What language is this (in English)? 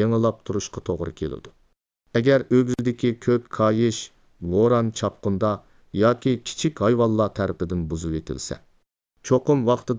Uyghur